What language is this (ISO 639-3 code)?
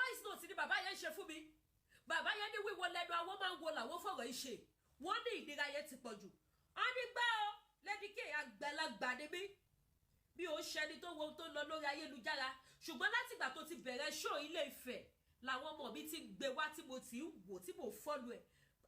yor